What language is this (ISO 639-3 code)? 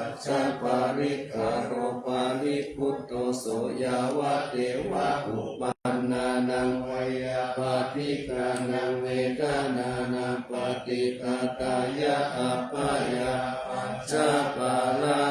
pli